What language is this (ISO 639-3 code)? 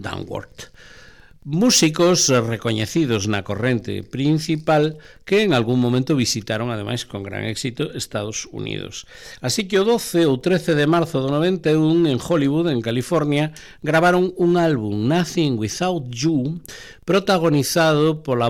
glg